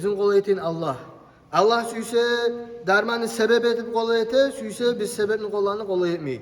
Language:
Kumyk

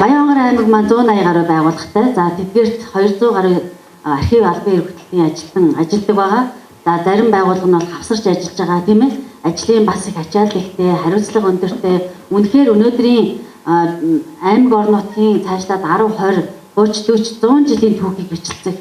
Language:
Mongolian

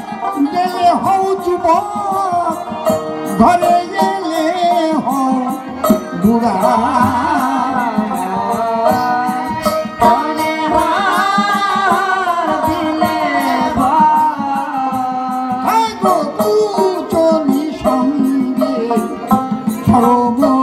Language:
Bangla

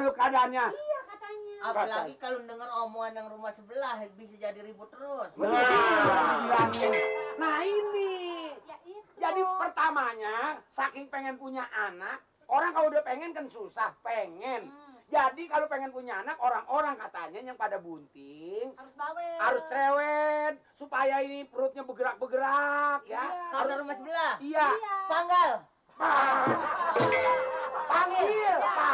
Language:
Betawi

